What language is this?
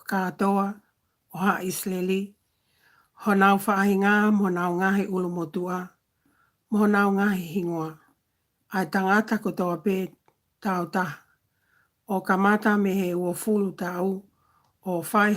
Tongan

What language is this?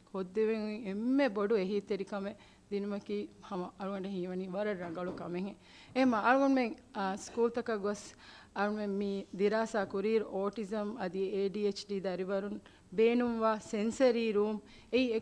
Divehi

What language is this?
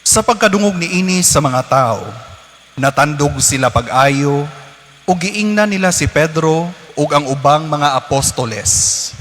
Cebuano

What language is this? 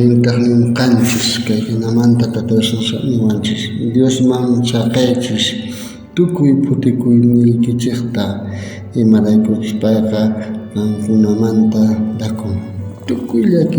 South Bolivian Quechua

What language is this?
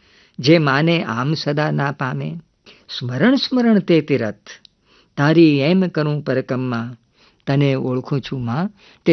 Gujarati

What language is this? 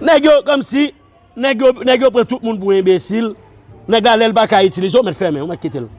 Haitian Creole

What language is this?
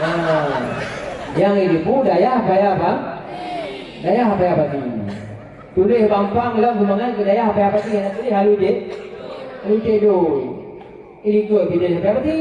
Achinese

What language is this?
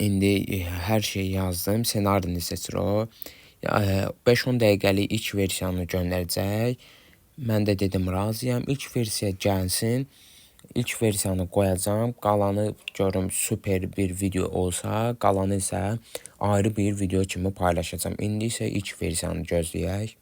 Azerbaijani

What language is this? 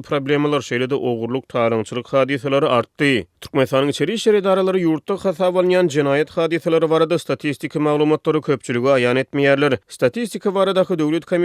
Turkmen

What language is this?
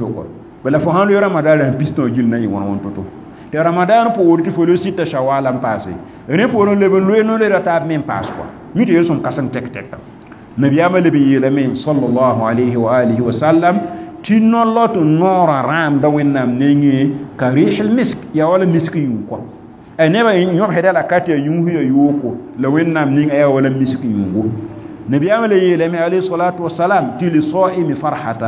Mossi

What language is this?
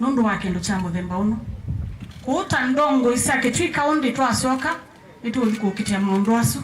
Kamba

